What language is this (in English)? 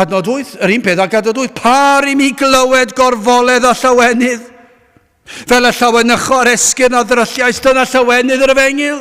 Welsh